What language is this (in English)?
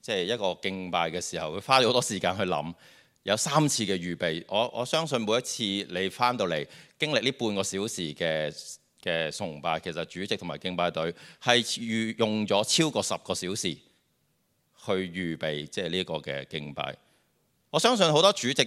Cantonese